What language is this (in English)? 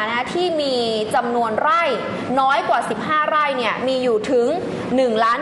Thai